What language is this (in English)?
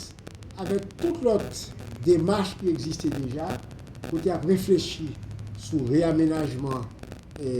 Haitian Creole